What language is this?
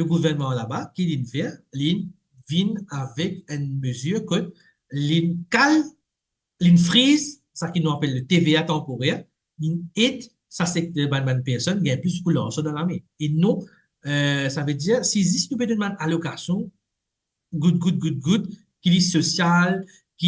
Morisyen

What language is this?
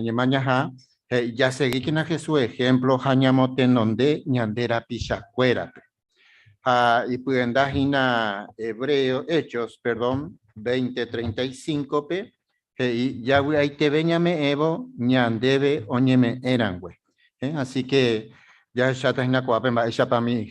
Guarani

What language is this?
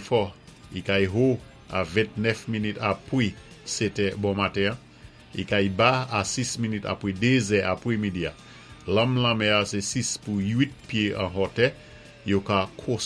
Saint Lucian Creole French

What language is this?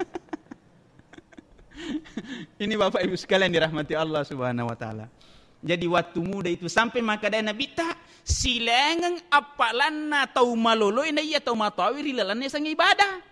Buginese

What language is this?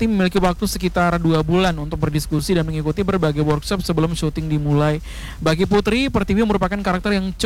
Indonesian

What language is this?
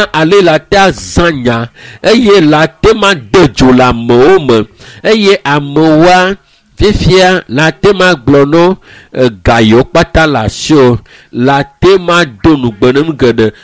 Ewe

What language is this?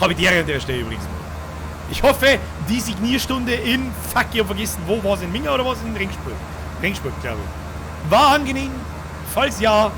Bavarian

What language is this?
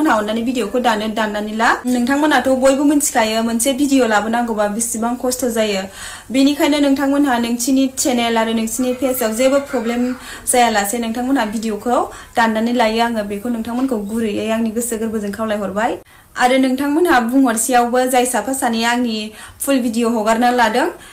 Bodo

